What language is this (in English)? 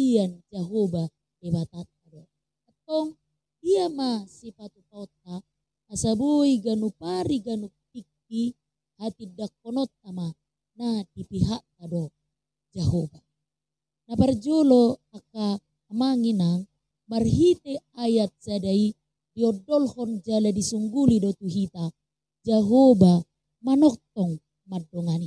Batak Toba